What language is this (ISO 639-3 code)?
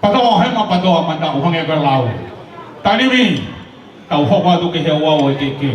ton